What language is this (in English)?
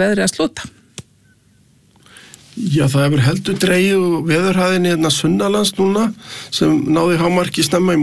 Icelandic